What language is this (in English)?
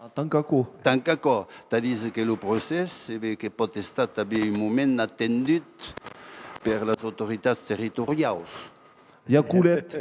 Occitan